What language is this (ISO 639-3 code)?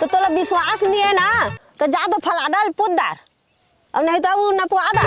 hne